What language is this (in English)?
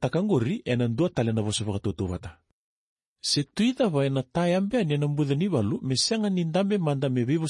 Fijian